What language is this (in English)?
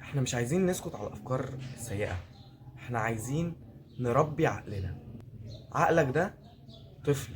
Egyptian Arabic